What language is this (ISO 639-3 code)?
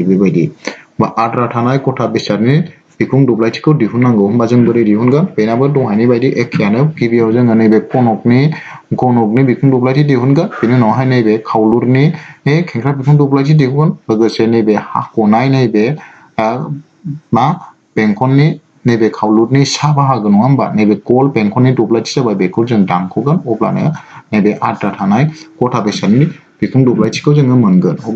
brx